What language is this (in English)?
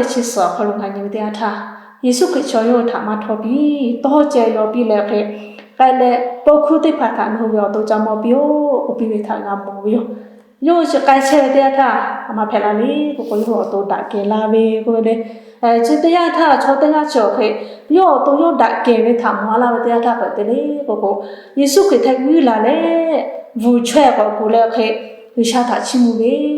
Lahu